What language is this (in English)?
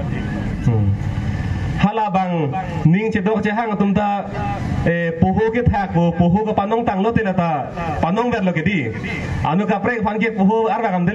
Karbi